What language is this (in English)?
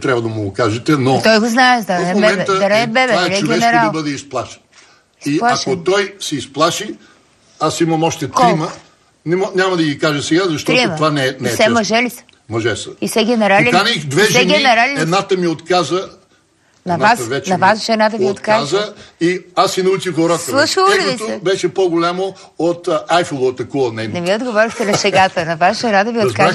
Bulgarian